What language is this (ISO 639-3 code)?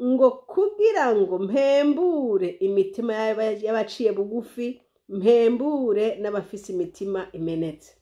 run